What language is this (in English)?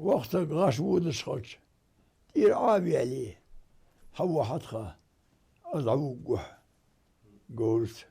Ingush